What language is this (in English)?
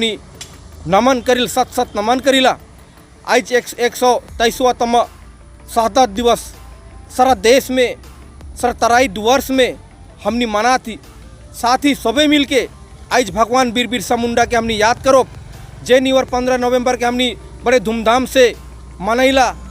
Sadri